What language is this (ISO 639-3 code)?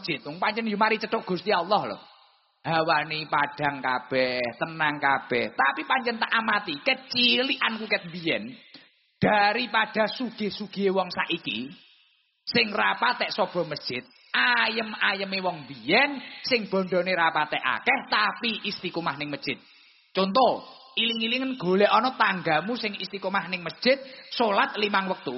jav